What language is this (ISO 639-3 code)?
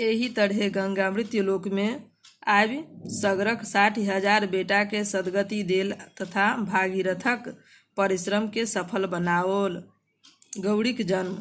mai